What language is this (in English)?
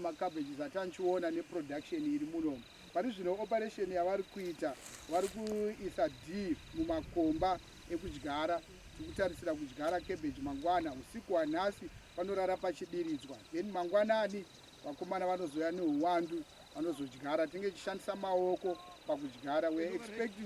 Shona